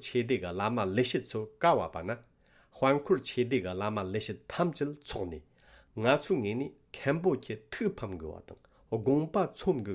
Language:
Tibetan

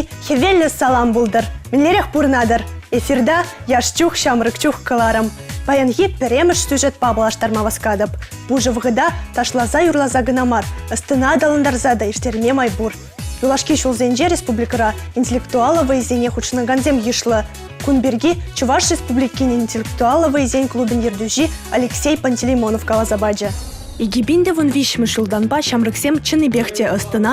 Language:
Chuvash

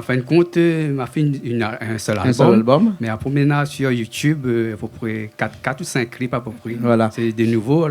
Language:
Réunion Creole French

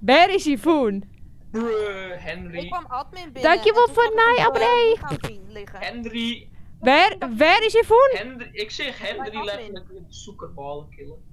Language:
Western Frisian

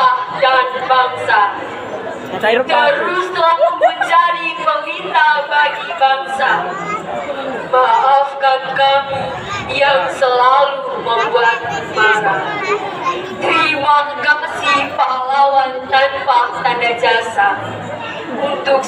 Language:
Indonesian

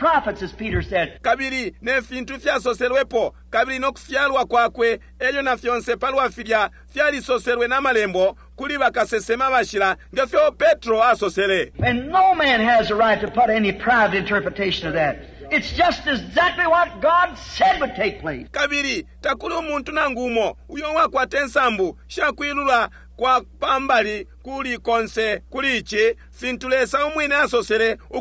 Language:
Bemba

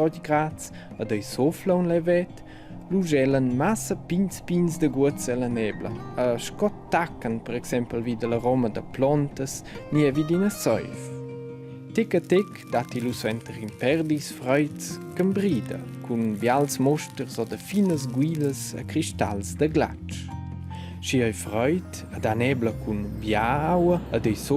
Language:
Romansh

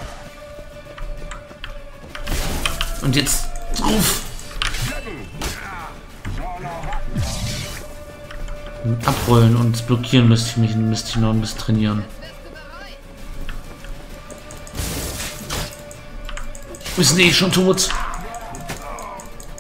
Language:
German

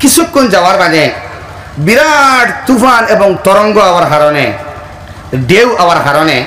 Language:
Sylheti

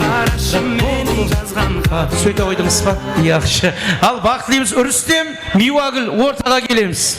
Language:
Kara-Kalpak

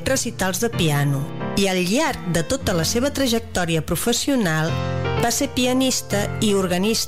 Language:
Catalan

